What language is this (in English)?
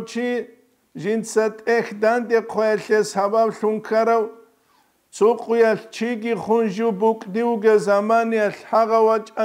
Avaric